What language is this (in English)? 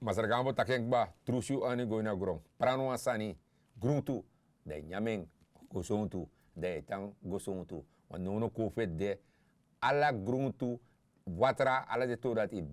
Sranan Tongo